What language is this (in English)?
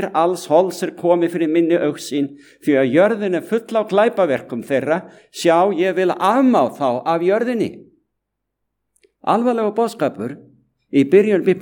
Icelandic